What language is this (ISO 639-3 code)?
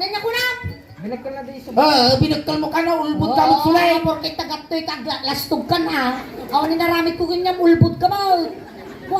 ilo